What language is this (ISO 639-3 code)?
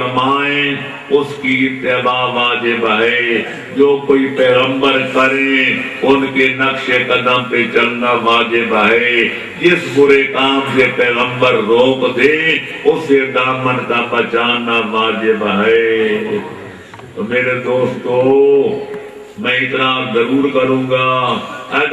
urd